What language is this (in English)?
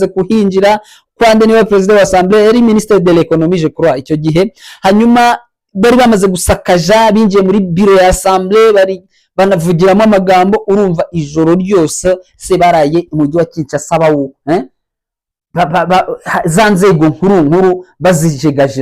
Kinyarwanda